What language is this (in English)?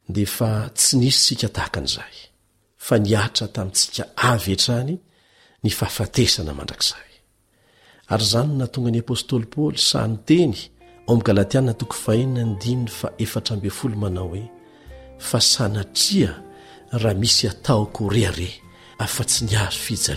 Malagasy